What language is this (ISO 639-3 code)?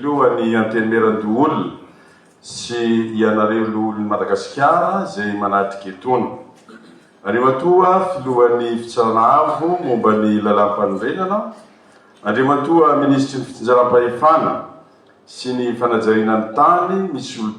mlg